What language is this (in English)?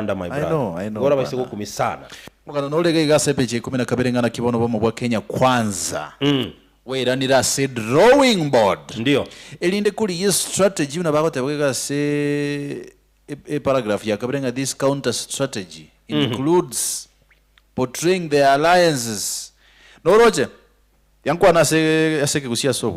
Gusii